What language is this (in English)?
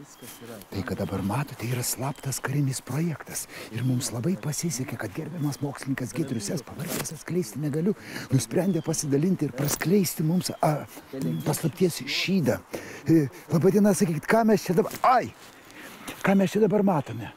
Lithuanian